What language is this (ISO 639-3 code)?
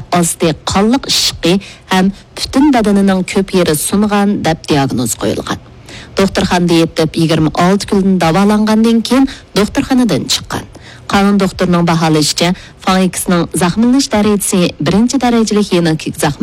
uig